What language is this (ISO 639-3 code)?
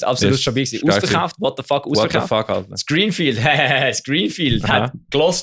gsw